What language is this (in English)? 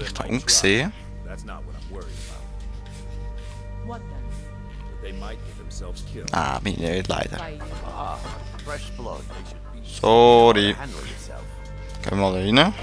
Swiss German